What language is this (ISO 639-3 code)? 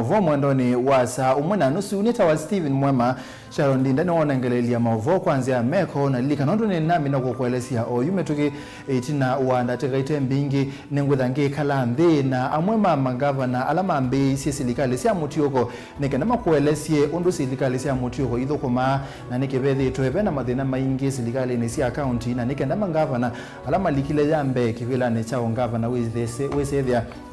kam